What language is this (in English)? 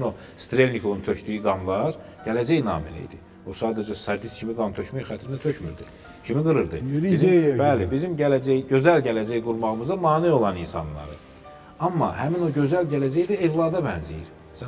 Azerbaijani